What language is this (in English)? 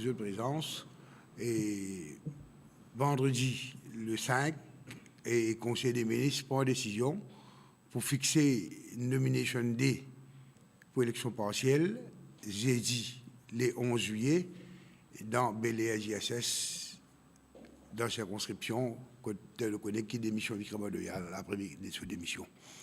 Morisyen